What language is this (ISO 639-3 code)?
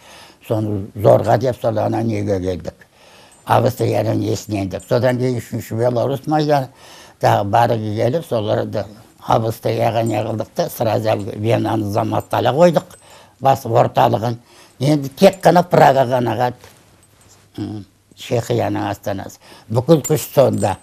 kaz